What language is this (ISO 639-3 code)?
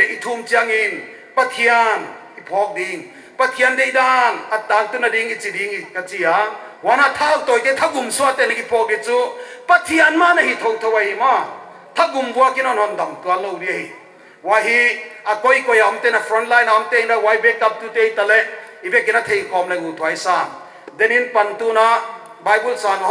pck